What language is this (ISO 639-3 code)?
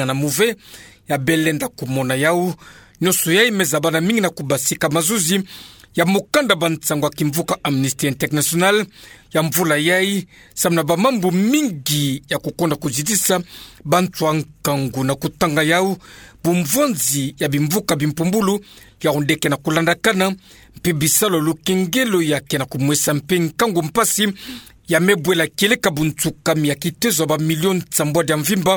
ktu